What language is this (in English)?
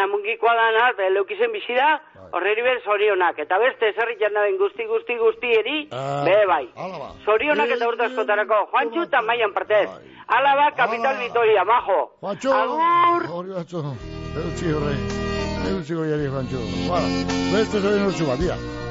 Basque